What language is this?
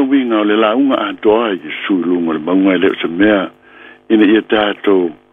Samoan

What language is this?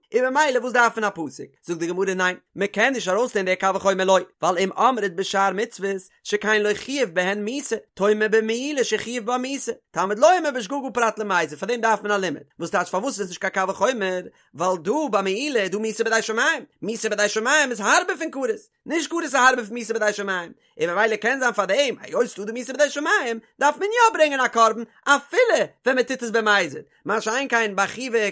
Yiddish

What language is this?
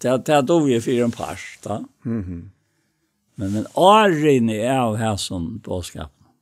Faroese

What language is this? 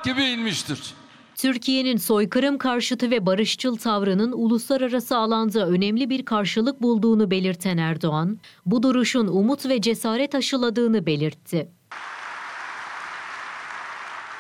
Turkish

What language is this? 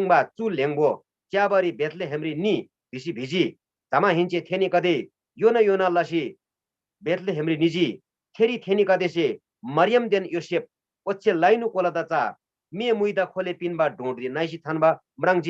Eastern Tamang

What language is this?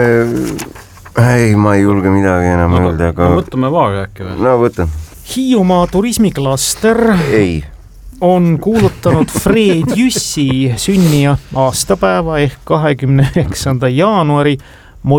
Estonian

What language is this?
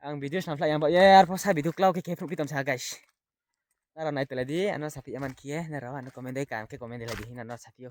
Riang (India)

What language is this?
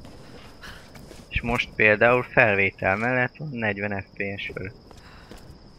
Hungarian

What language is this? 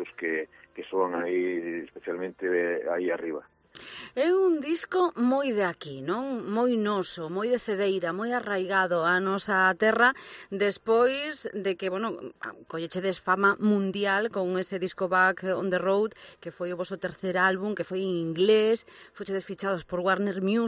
Galician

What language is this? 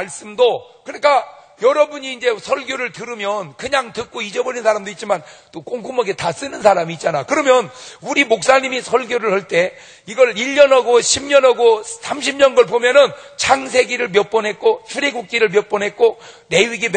Korean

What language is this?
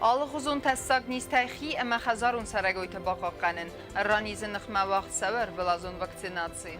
Ossetic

